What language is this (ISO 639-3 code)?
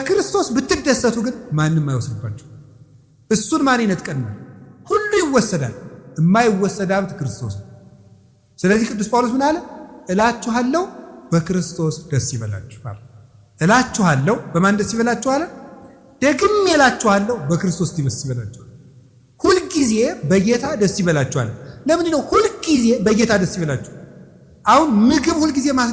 amh